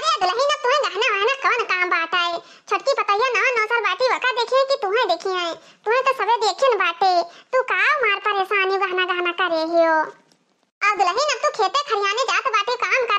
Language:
Awadhi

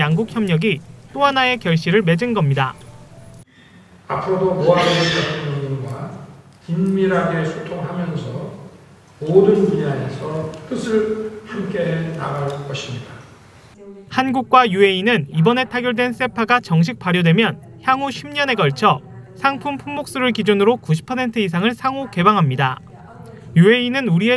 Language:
Korean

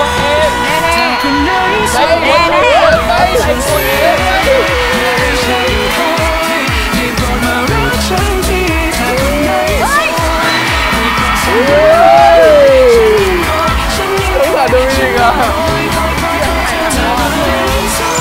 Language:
Thai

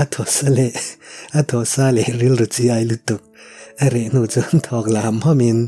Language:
Mizo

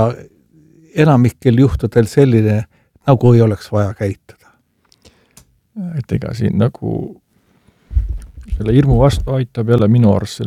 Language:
Estonian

